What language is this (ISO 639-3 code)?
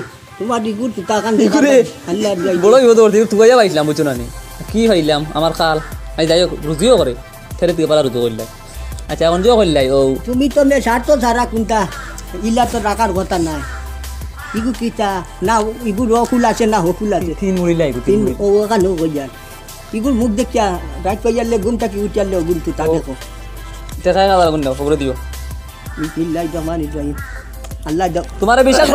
syl